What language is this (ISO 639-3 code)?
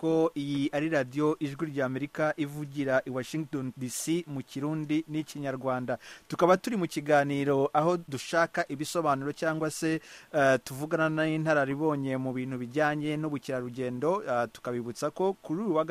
kin